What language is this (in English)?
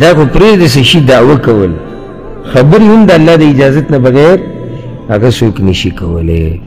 Pashto